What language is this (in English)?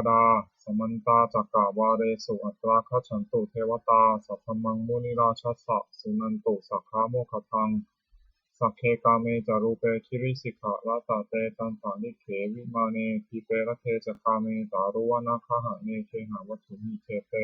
Pali